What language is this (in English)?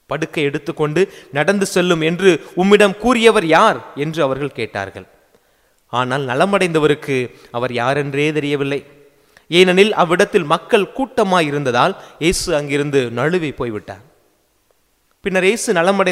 Tamil